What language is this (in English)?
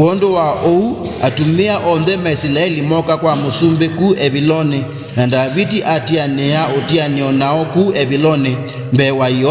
Kamba